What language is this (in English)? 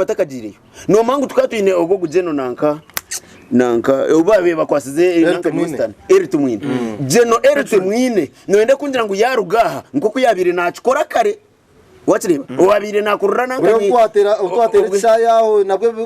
Nyankole